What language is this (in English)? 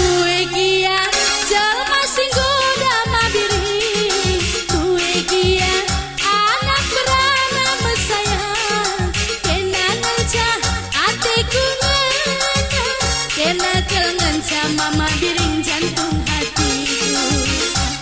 Batak Karo